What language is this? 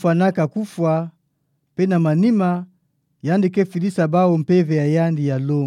Kituba (Democratic Republic of Congo)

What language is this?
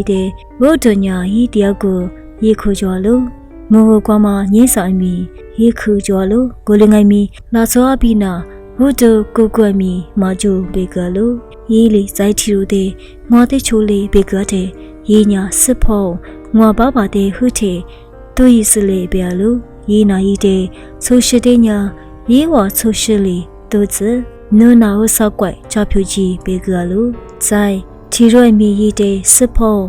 Lisu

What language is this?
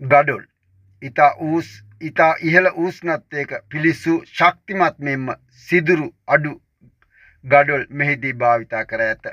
Sinhala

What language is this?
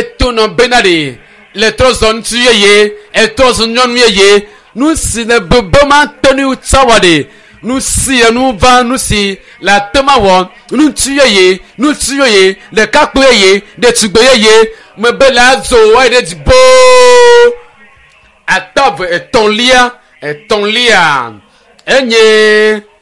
Ewe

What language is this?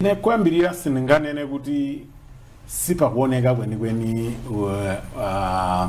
Nyanja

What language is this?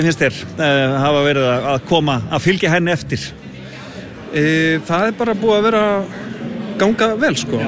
Icelandic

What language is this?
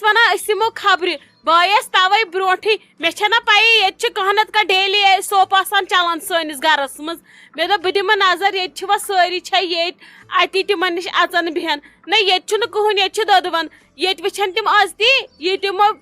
Kashmiri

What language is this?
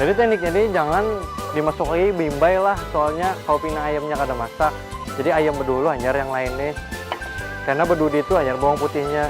Banjar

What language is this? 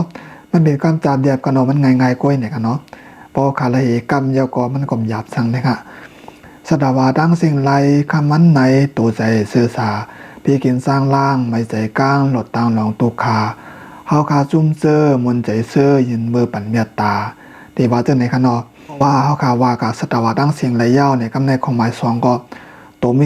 Shan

